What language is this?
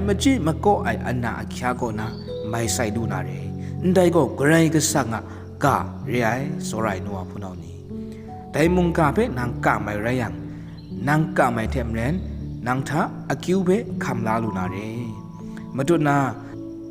Kachin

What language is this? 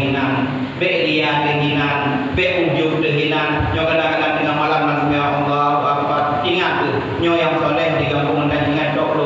Achinese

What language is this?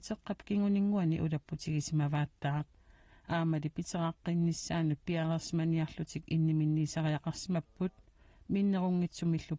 Kalaallisut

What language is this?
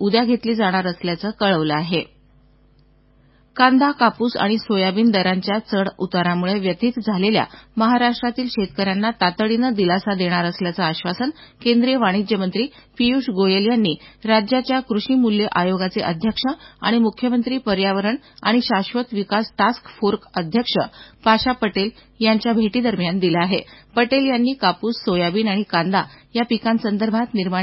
Marathi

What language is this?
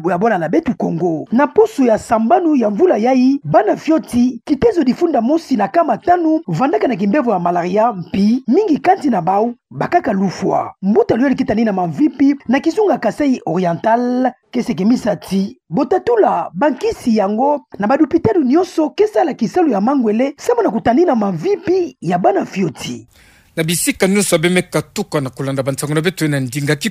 Kituba (Democratic Republic of Congo)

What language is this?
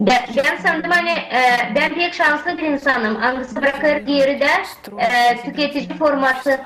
Gagauz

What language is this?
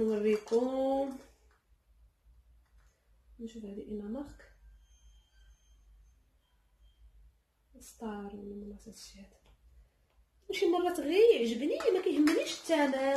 Moroccan Arabic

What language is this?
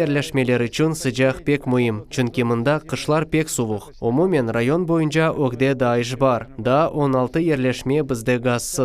Crimean Tatar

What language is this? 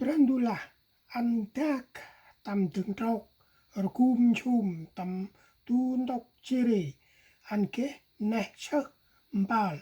Central Mnong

